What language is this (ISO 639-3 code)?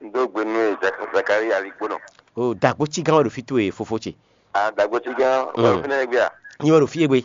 fon